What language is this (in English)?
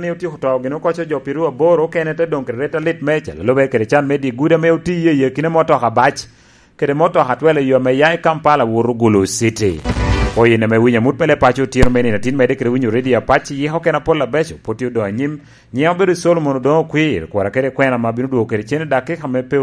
Lango (Uganda)